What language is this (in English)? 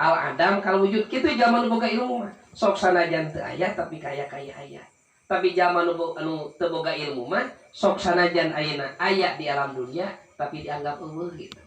Sundanese